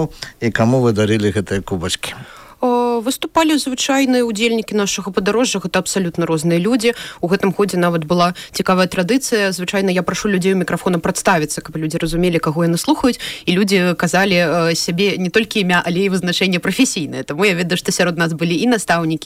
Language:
Belarusian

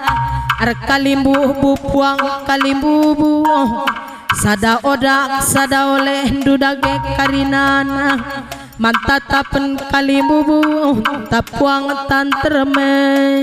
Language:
Batak Karo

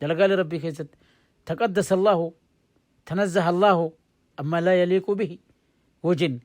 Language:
Oromo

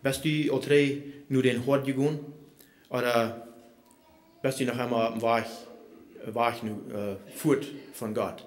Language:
Plautdietsch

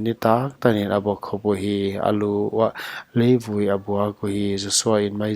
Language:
Paite Chin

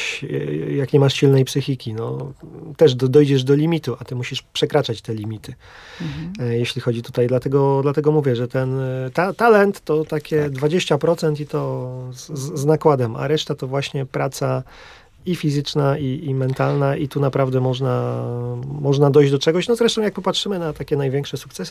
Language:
Polish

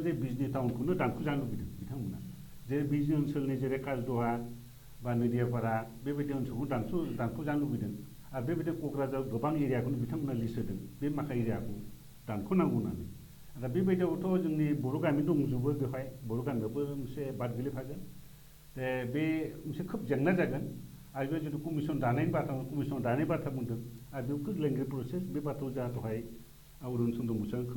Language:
Bodo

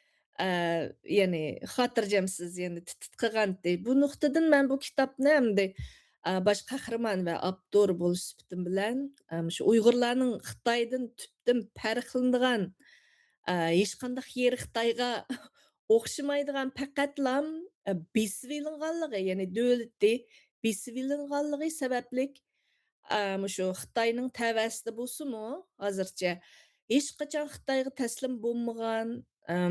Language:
Uyghur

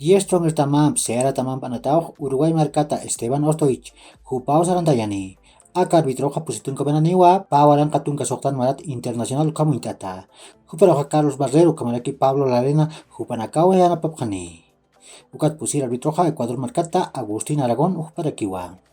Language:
Aymara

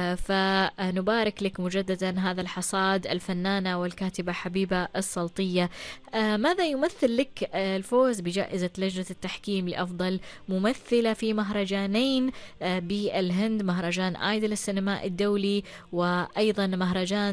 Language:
Arabic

